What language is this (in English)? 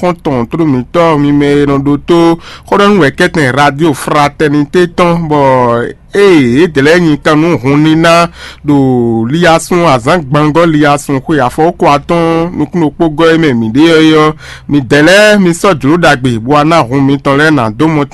Fon